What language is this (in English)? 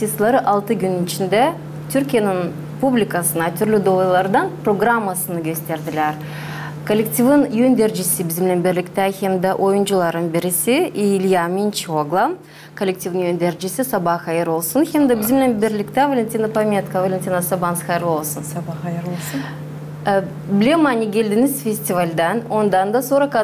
Gagauz